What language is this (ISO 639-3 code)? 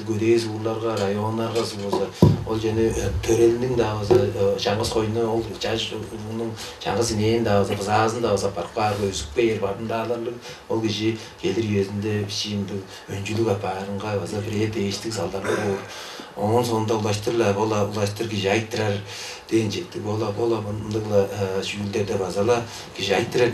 tyv